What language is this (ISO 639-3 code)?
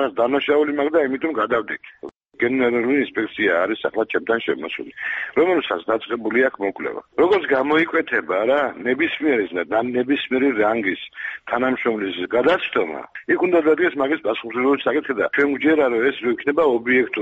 kat